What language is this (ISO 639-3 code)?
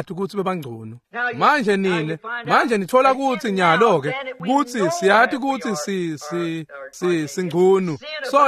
ssw